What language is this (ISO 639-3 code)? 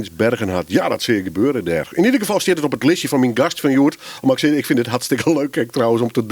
fry